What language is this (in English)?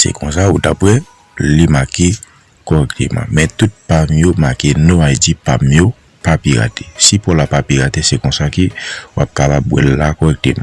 Haitian Creole